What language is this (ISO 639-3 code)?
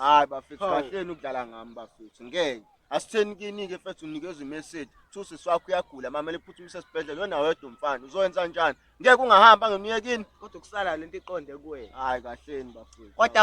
zul